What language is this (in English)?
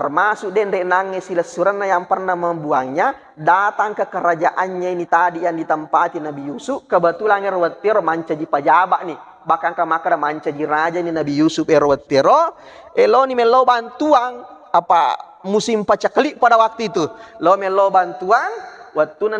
Buginese